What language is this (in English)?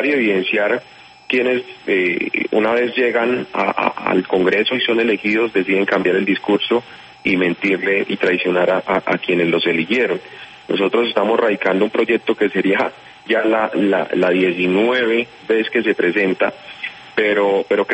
Spanish